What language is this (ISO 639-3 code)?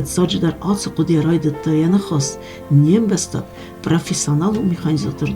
oss